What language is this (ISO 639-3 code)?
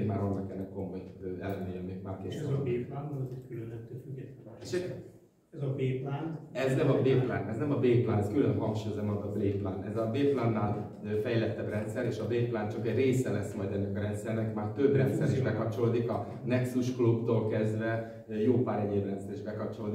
hun